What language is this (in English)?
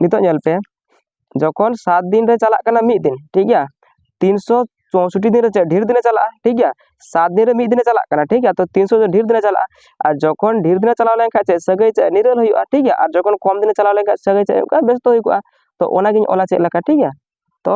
Santali